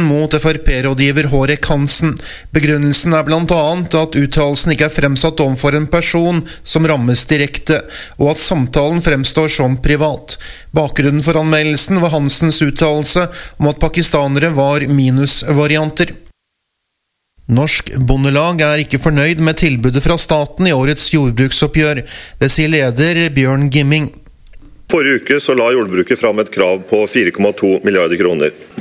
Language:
Norwegian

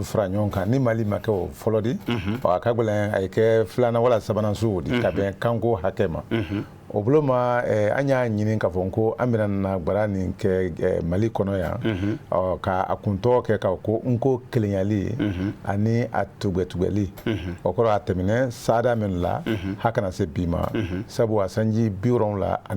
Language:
Bambara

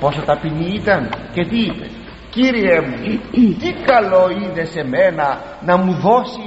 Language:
Greek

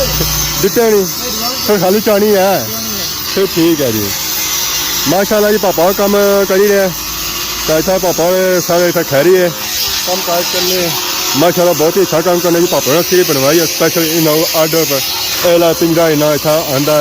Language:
Pahari-Potwari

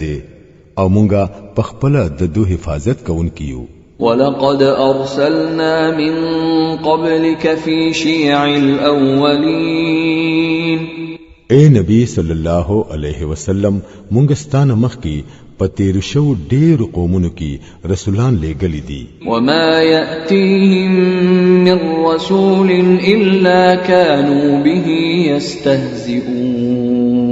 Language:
Pashto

